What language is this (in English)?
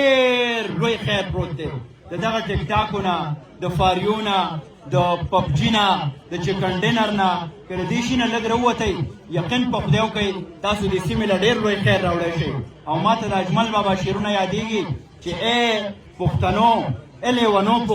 Pashto